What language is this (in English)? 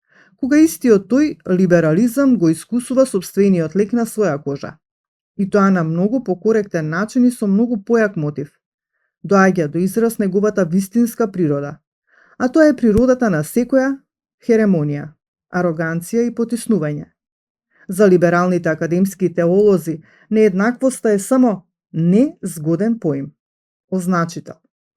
Macedonian